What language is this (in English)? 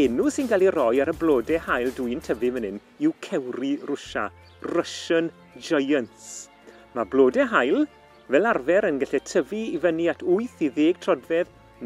Welsh